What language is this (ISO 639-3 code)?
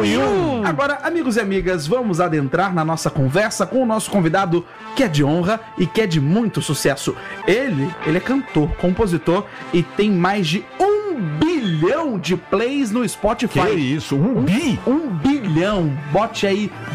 por